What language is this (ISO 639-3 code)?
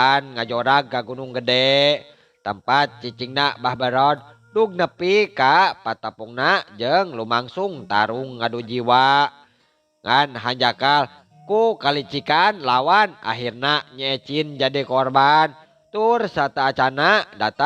sun